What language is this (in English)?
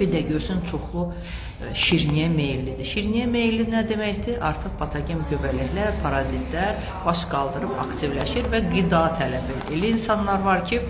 Azerbaijani